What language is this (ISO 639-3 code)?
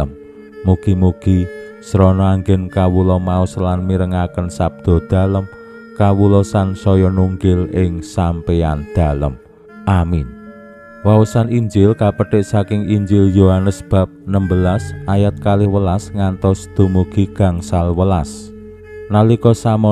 jav